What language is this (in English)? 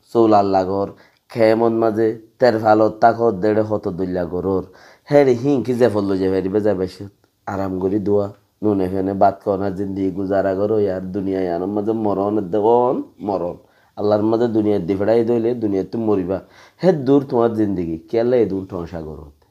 Rohingya